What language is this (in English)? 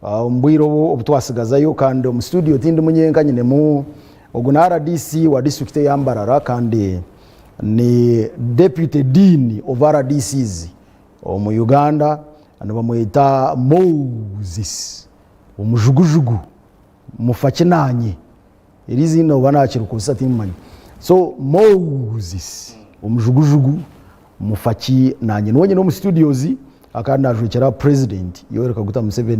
Nyankole